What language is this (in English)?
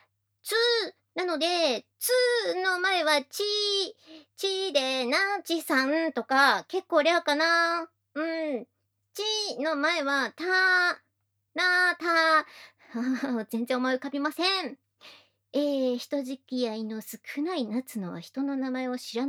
Japanese